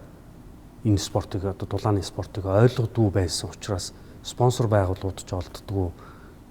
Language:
Mongolian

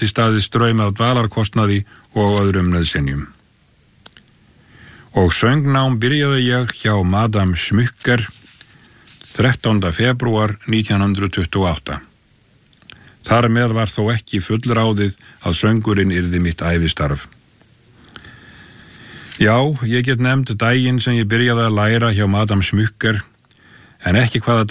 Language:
Icelandic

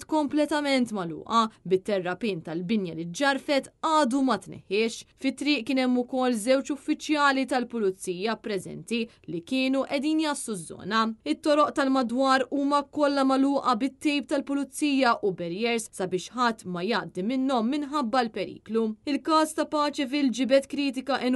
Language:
Maltese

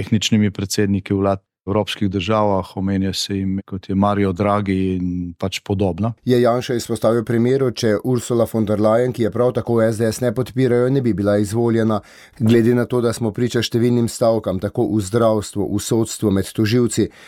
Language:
Slovenian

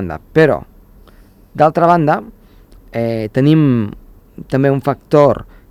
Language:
Catalan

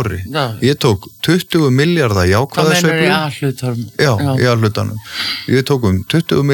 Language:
Icelandic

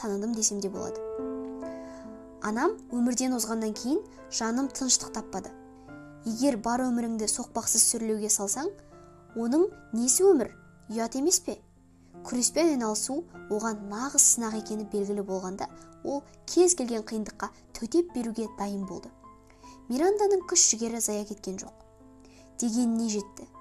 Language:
Kazakh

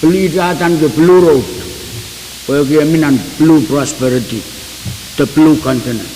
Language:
Pohnpeian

